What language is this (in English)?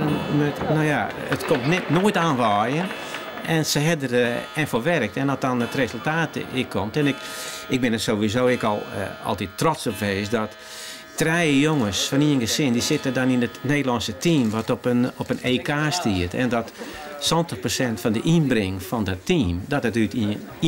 Western Frisian